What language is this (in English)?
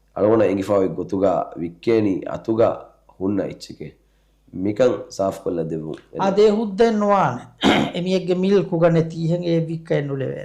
Divehi